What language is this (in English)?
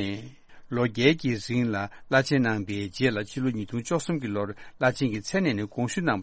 Tibetan